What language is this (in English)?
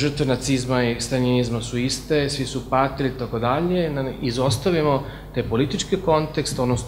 Serbian